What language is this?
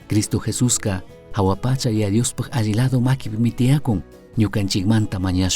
Chimborazo Highland Quichua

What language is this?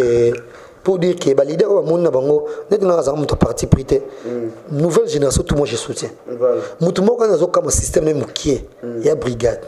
Lingala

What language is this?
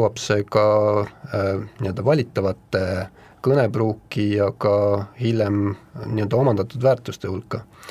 Estonian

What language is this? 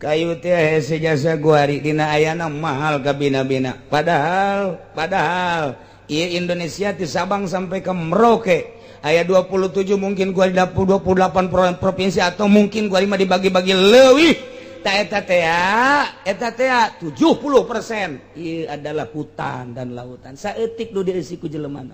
Sundanese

